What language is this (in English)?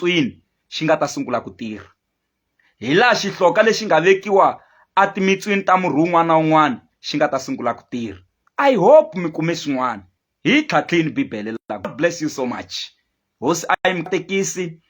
Tsonga